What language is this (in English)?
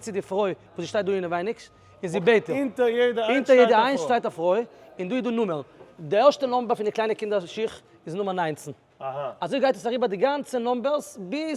Yiddish